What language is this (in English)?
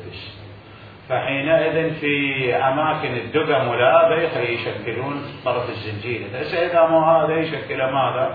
Mesopotamian Arabic